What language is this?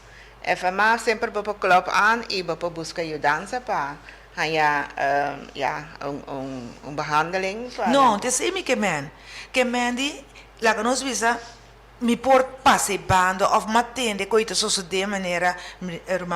Papiamento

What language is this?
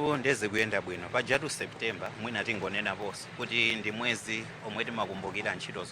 Nyanja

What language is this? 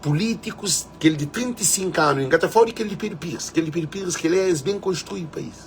Kabuverdianu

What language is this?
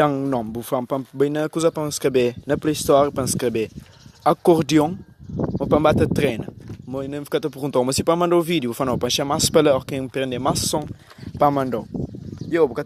Kabuverdianu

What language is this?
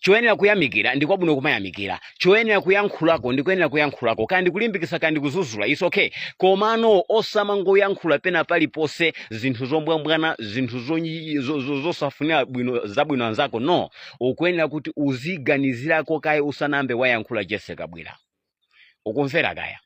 Nyanja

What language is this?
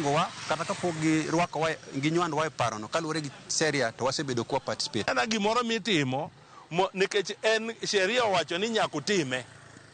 Luo (Kenya and Tanzania)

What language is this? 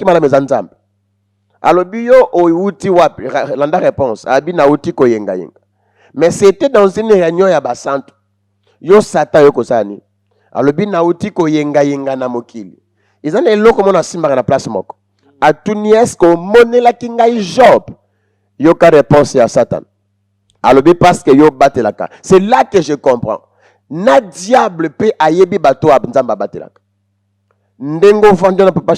Lingala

